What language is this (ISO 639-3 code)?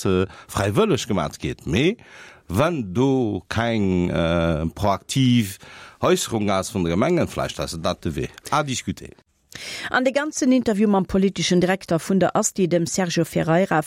ltz